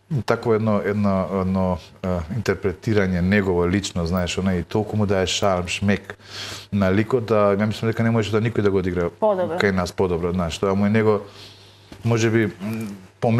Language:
Macedonian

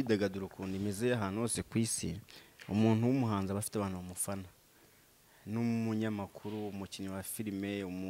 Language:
Kinyarwanda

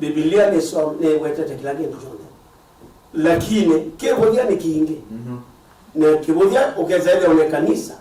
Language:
Kamba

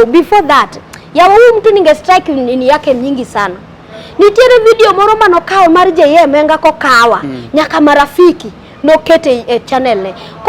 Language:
Luo (Kenya and Tanzania)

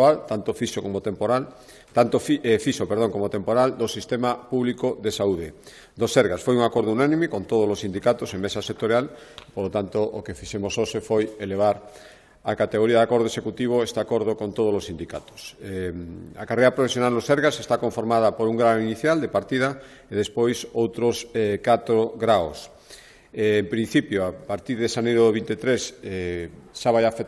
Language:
Galician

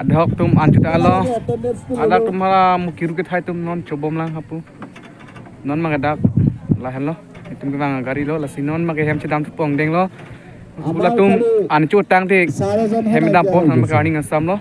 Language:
Karbi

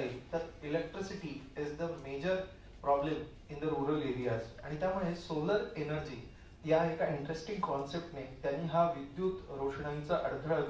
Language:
Marathi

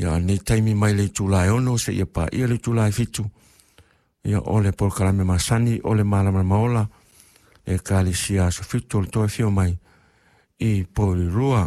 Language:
Samoan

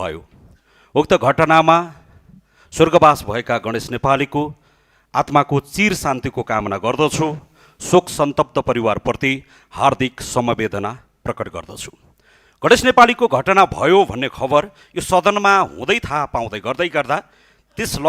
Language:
Nepali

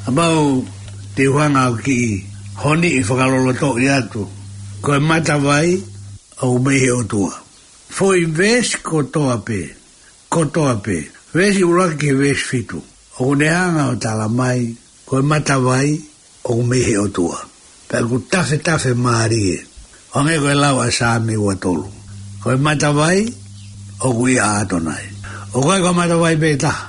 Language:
Tongan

